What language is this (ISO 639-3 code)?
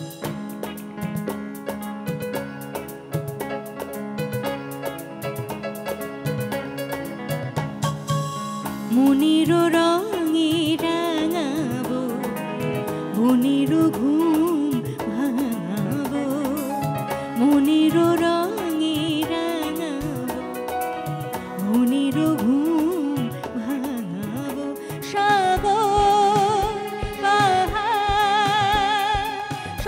ben